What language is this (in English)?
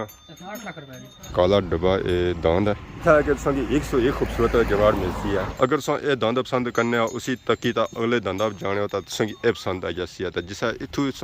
Pahari-Potwari